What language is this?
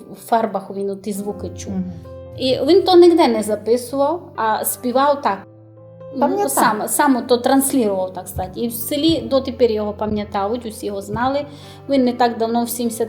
Rusyn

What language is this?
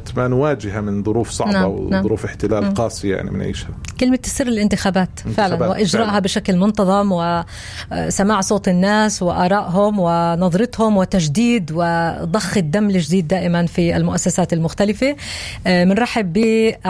North Levantine Arabic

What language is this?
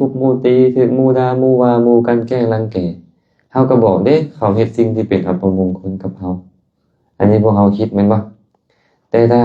Lao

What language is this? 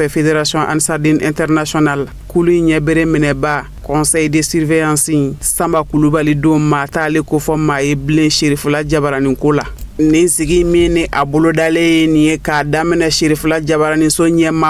Bambara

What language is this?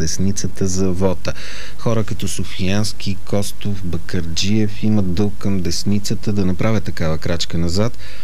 Bulgarian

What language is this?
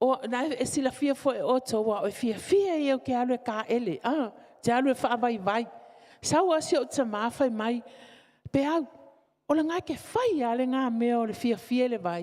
Samoan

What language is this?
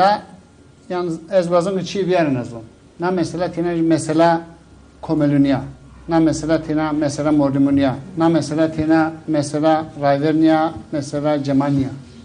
Zaza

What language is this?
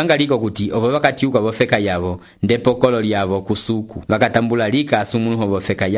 Umbundu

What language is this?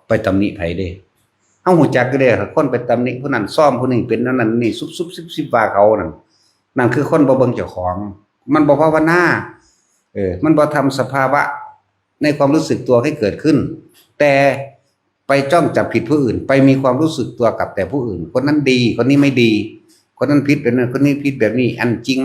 Northeastern Thai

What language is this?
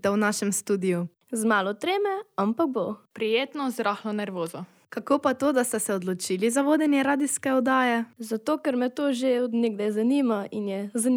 Slovenian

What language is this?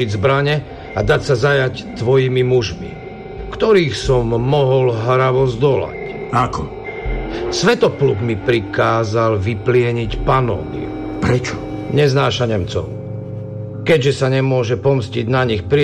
Slovak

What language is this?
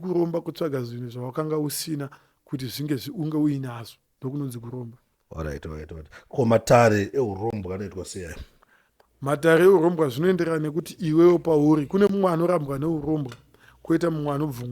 Shona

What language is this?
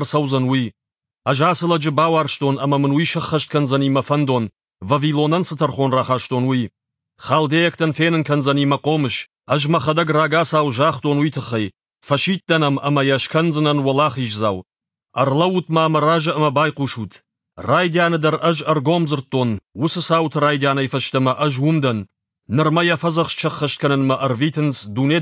Ossetic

